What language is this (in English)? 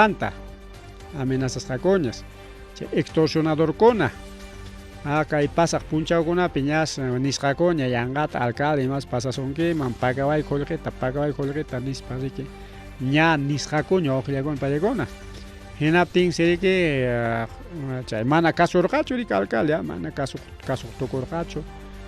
Ayacucho Quechua